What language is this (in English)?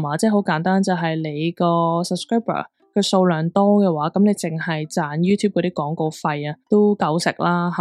Cantonese